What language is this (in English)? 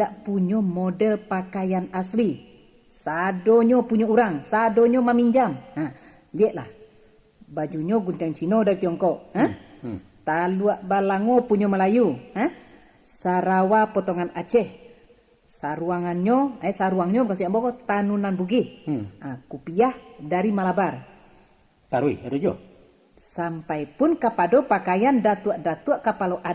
Minangkabau